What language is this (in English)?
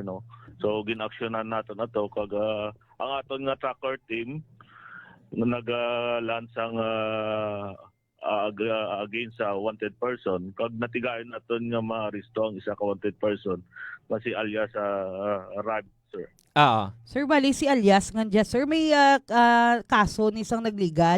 Hiligaynon